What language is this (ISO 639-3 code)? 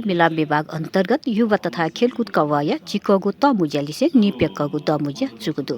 new